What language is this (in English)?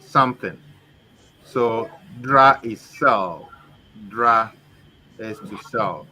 Ewe